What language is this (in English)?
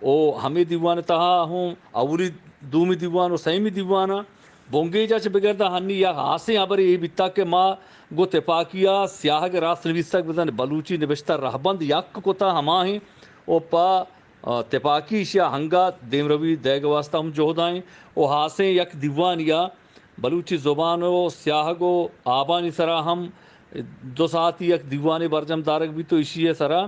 Eastern Balochi